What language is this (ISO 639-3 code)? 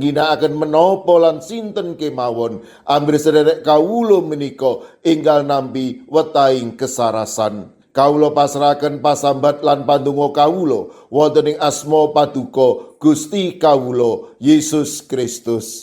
jav